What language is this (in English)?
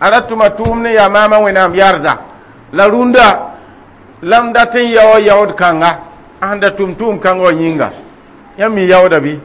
Mossi